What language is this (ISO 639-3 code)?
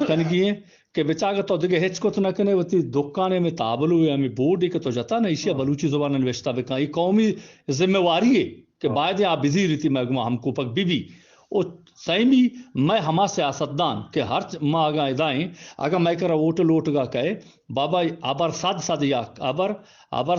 bgp